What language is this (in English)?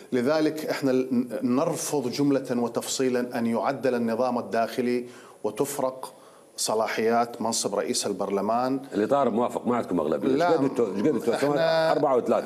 Mesopotamian Arabic